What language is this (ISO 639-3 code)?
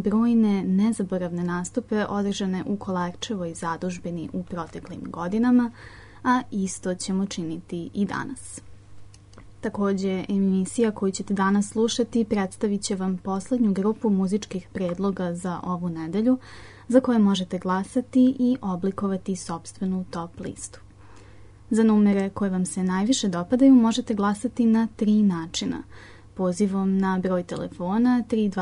srp